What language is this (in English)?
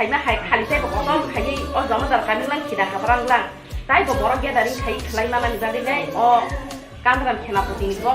Kok Borok